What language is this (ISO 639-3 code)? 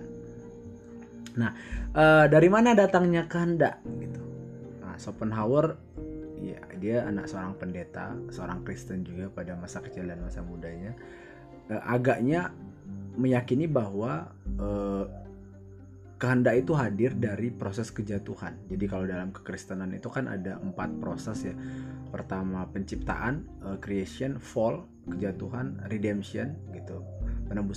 ind